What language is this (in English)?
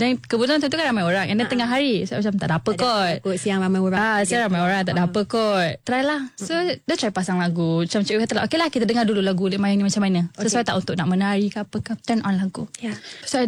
Malay